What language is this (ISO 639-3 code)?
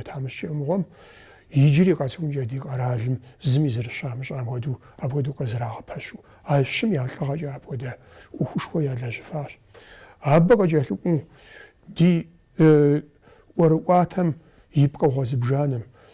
kbd